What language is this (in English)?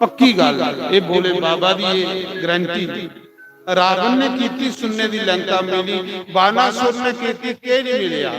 Dogri